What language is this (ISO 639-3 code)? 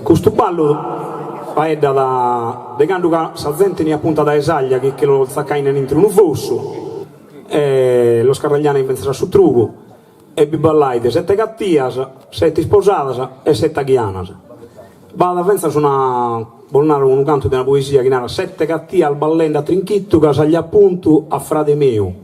srd